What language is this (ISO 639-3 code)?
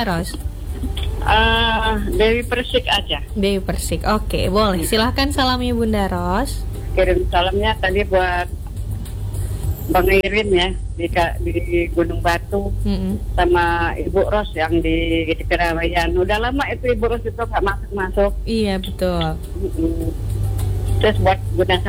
ind